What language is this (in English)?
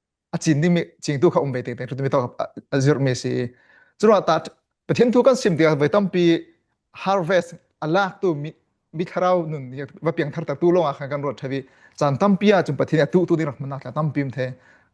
Falam Chin